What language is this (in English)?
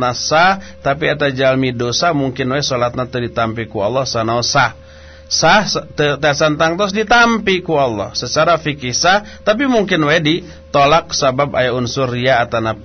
Sundanese